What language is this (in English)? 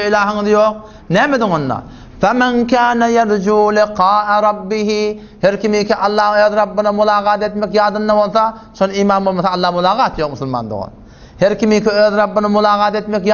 Turkmen